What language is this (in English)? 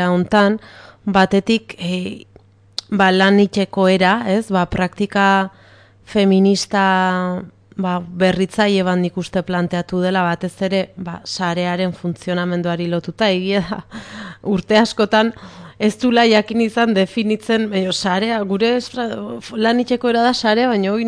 Basque